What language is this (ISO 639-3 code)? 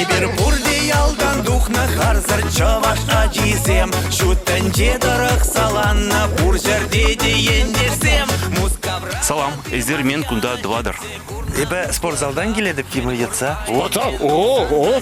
chv